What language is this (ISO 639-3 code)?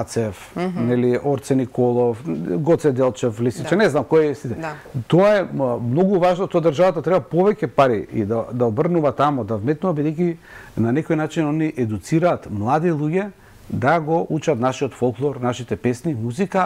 mkd